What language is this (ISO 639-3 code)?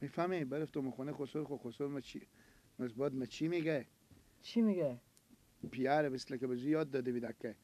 fas